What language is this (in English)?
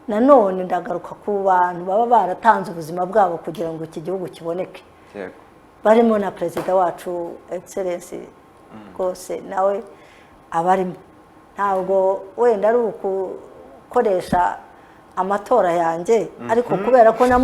Kinyarwanda